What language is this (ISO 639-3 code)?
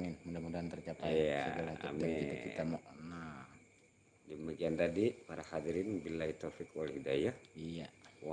bjn